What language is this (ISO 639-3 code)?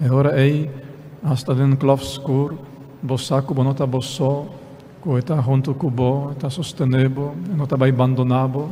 pap